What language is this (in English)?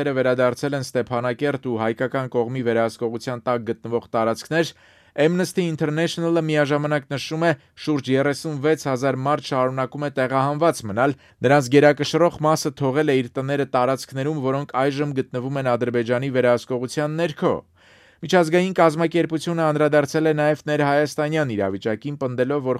Armenian